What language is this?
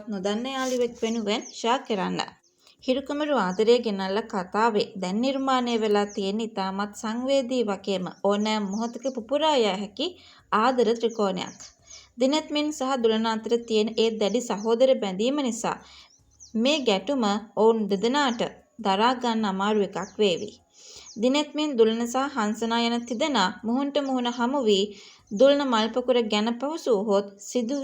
Sinhala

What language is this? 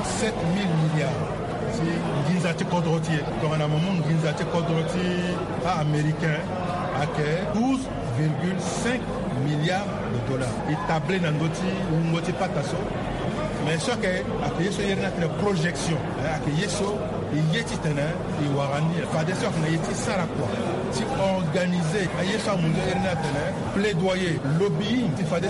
Sango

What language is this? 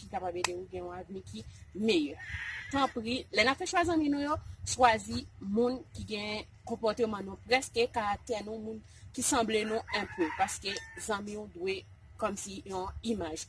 Haitian Creole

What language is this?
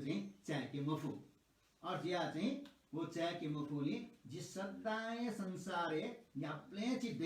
Newari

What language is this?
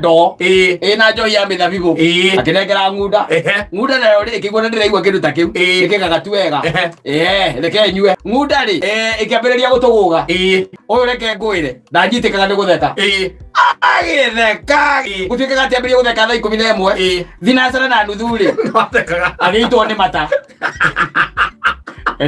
Kikuyu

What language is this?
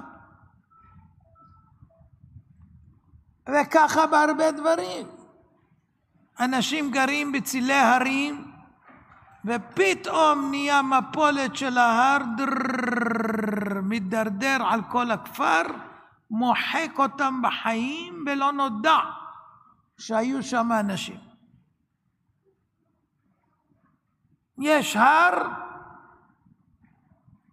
Hebrew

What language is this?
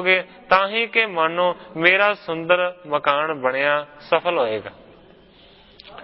Punjabi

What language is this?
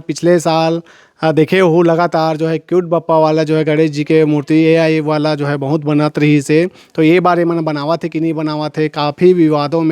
Chhattisgarhi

